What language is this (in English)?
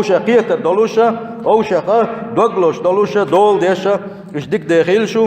Chechen